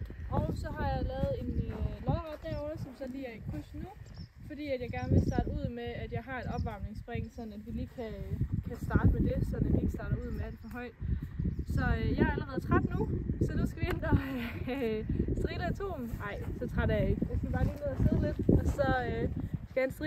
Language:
Danish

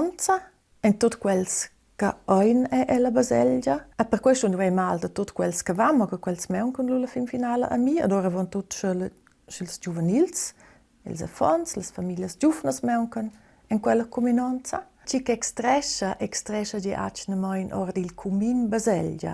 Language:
Romansh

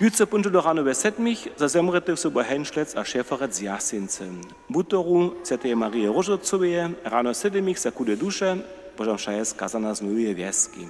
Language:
Upper Sorbian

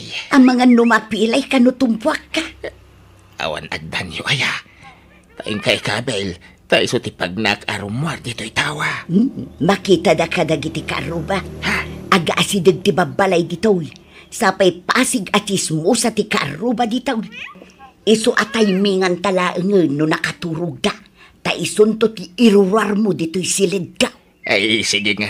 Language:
Iloko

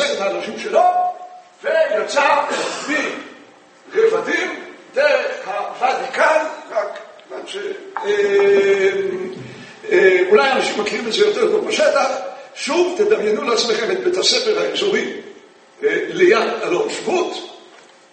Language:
Hebrew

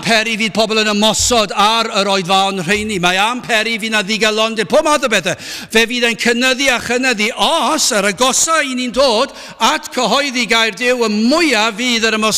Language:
Welsh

